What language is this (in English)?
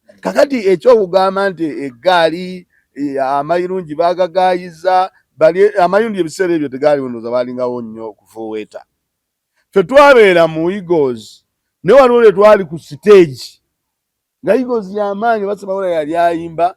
Ganda